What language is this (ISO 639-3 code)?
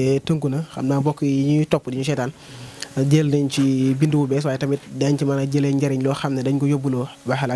wol